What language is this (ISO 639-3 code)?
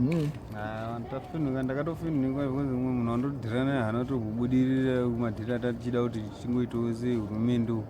sna